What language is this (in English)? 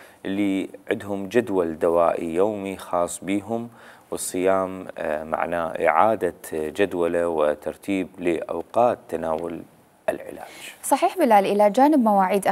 Mesopotamian Arabic